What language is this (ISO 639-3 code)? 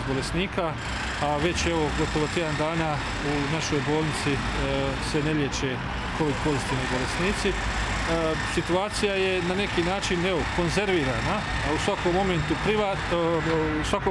hrv